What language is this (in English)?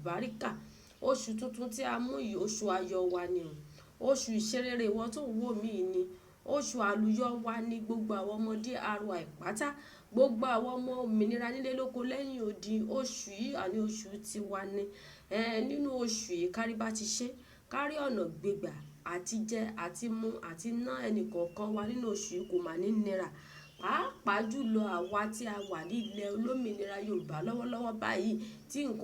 Yoruba